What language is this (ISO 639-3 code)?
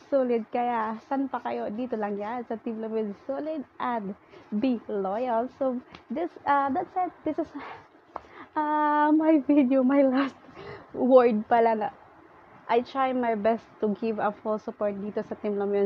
fil